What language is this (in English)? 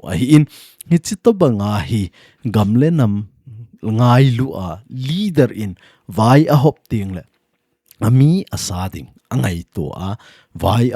Thado Chin